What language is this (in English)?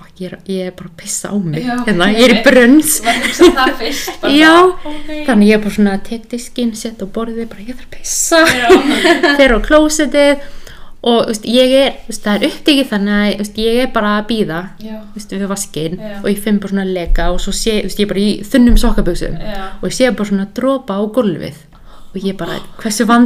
Icelandic